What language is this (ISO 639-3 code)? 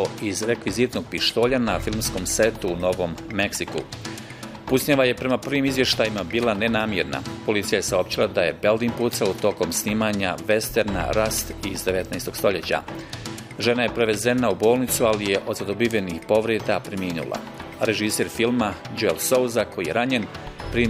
bos